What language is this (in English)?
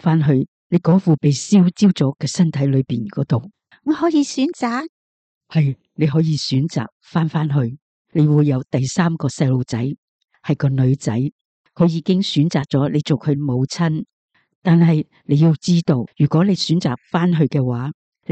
Cantonese